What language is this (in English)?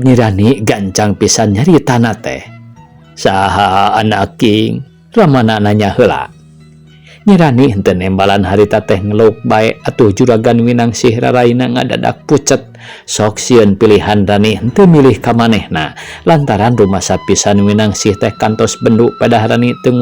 Sundanese